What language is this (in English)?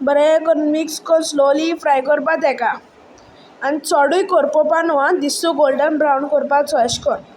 Konkani